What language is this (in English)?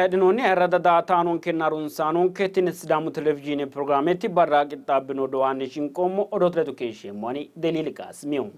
Sidamo